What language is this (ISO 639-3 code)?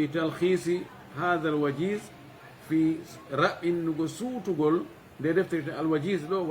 ful